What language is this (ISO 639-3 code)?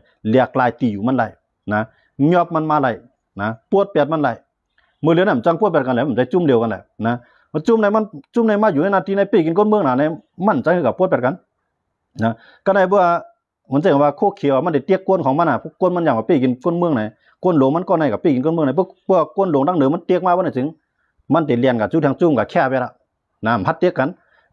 shn